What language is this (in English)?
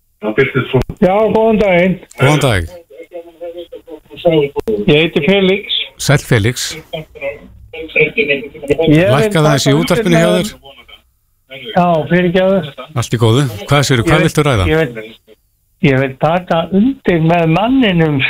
Icelandic